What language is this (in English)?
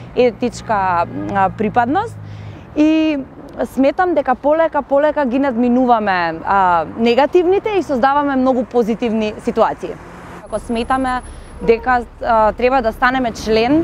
Macedonian